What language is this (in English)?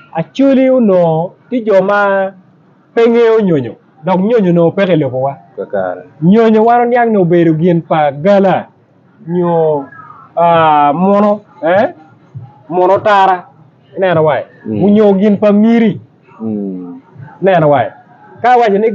Acoli